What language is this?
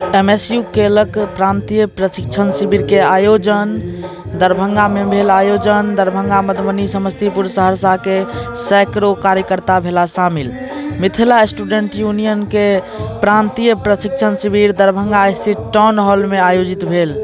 Maithili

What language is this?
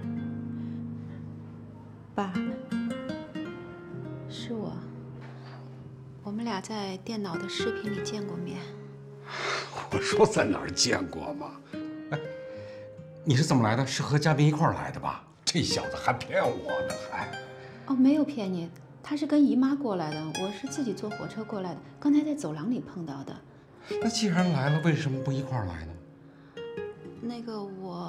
Chinese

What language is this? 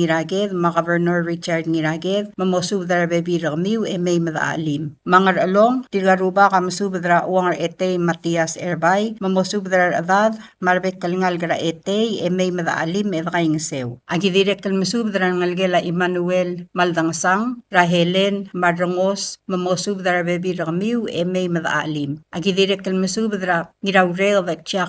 Palauan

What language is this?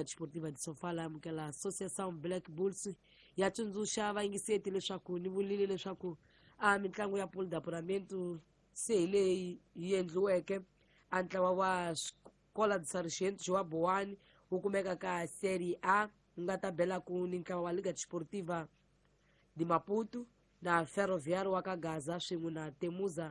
Tsonga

